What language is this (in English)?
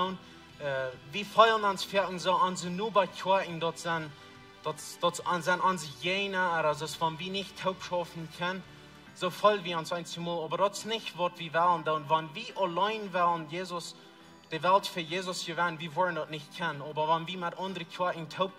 Plautdietsch